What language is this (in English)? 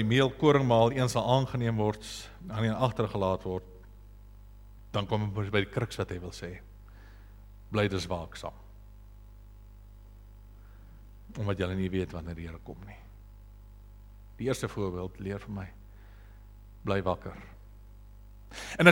Afrikaans